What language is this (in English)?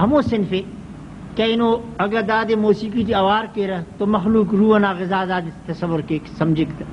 Brahui